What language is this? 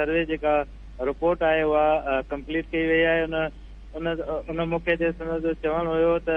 Sindhi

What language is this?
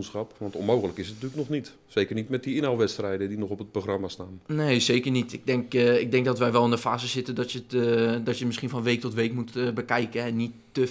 Dutch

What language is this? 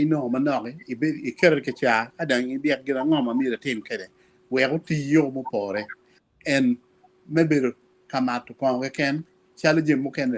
Acoli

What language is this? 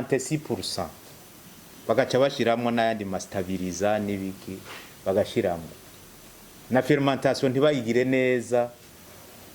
Rundi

